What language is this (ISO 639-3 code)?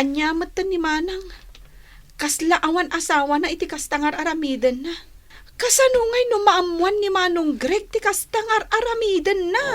ilo